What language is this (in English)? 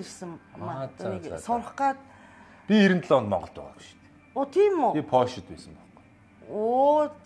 Mongolian